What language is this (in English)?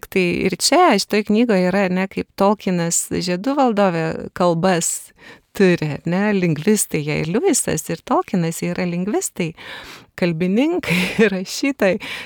Lithuanian